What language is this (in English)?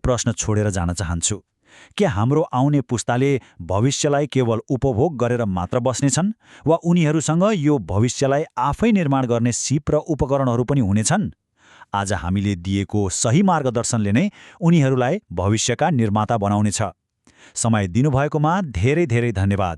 Nepali